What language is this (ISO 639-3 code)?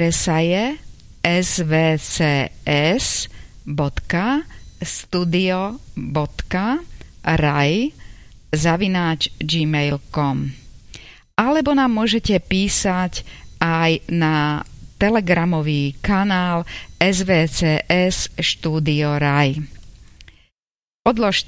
slk